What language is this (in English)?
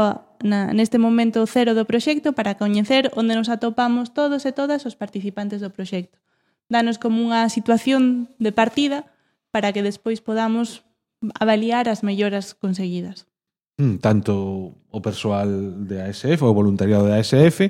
Galician